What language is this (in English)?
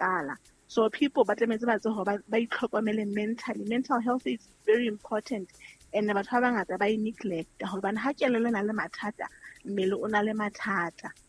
Southern Sotho